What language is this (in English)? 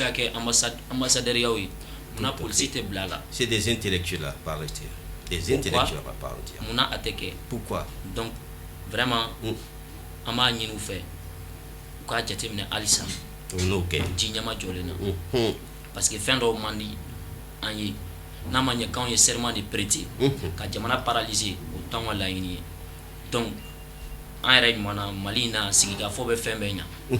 Bambara